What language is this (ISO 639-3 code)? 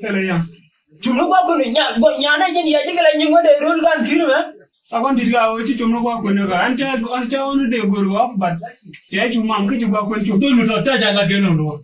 nus